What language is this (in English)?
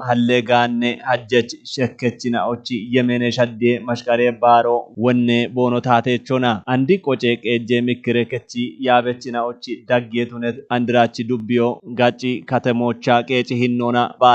Kafa